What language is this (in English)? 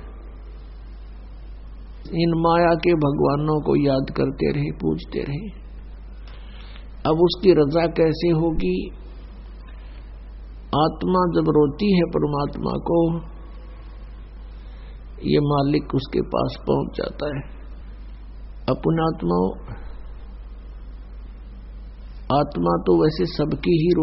Hindi